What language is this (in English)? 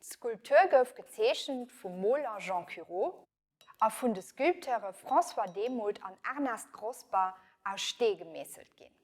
Luxembourgish